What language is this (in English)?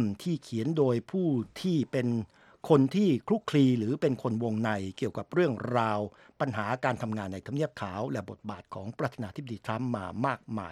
Thai